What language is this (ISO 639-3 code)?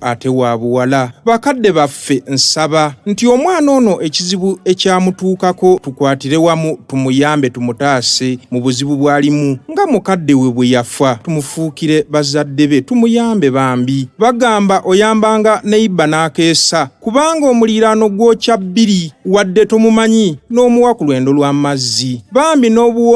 lug